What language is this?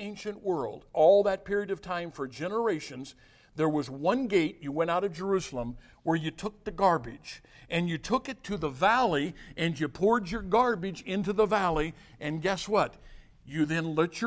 English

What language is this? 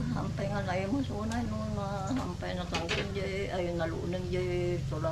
Iloko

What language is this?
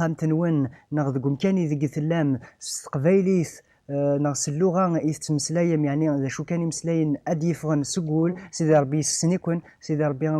Kabyle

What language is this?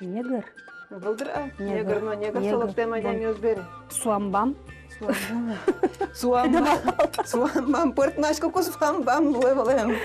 Udmurt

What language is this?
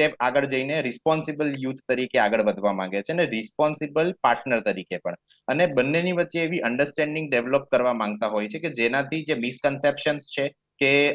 Gujarati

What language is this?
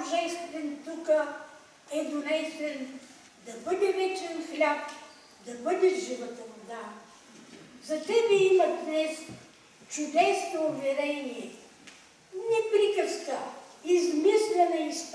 Bulgarian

